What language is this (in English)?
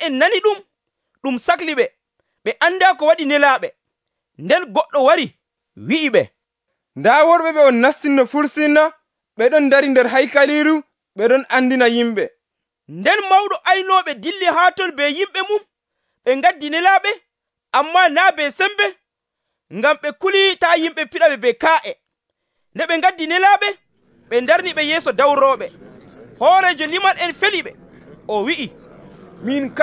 Nigerian Fulfulde